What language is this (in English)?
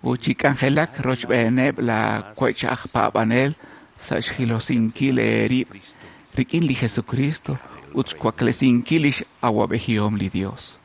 Kekchí